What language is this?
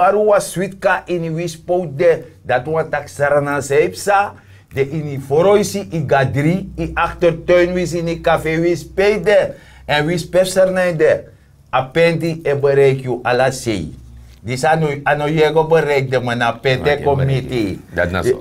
Sranan Tongo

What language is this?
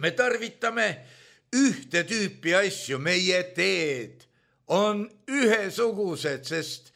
Estonian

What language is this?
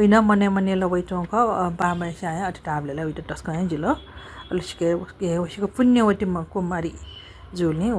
Newari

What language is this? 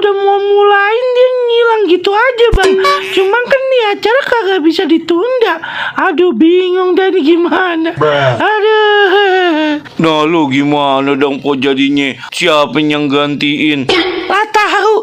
Betawi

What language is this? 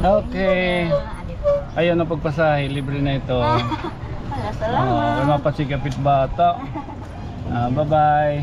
Waray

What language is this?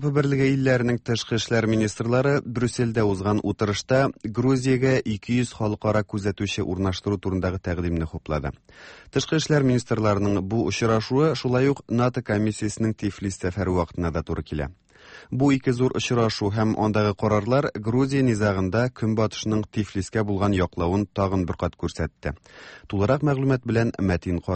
Tatar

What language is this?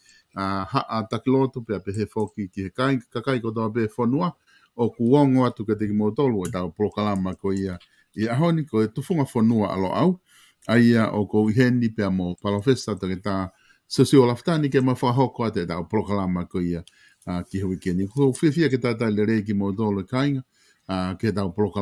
Tongan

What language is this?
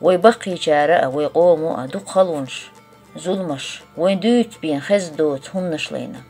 Chechen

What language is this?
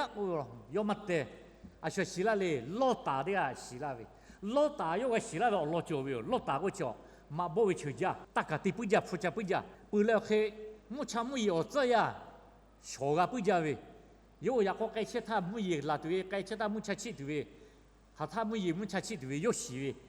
Lahu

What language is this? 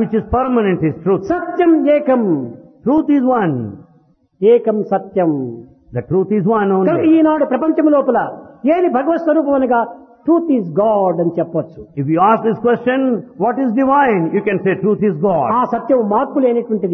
Telugu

